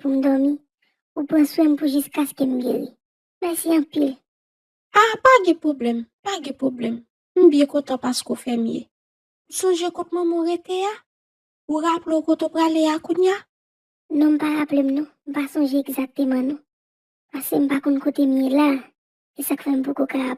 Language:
Haitian Creole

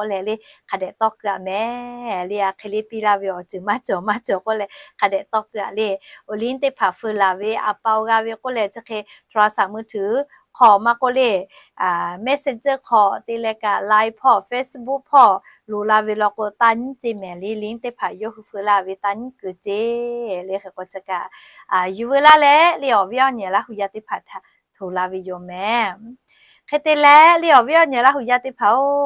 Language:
Lahu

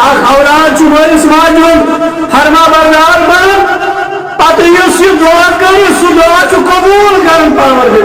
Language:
Kashmiri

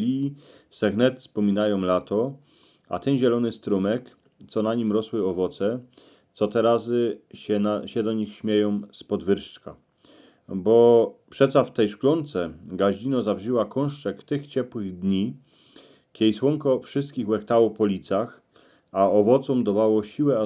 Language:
Silesian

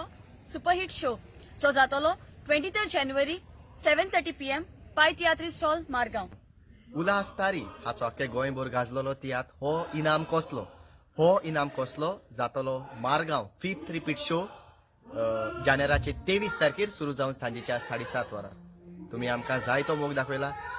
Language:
Konkani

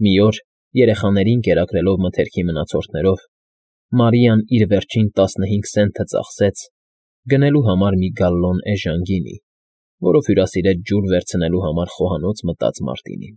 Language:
Armenian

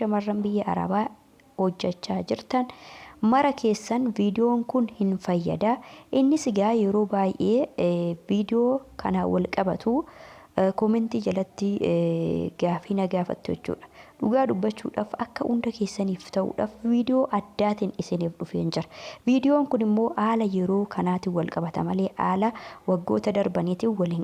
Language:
Oromo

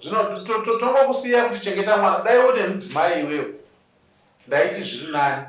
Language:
Shona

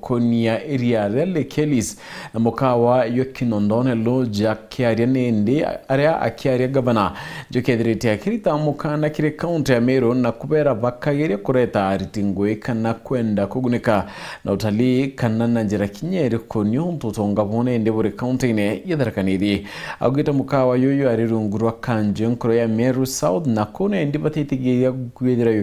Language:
Meru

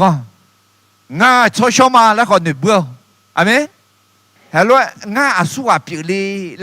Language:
Akha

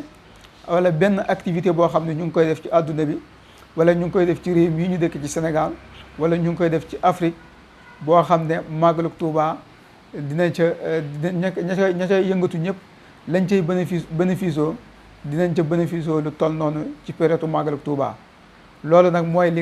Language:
Wolof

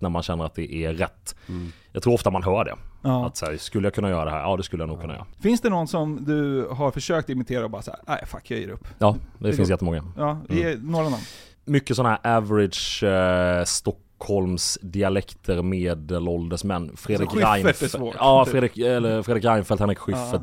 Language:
Swedish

